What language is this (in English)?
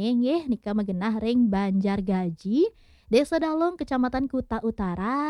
Balinese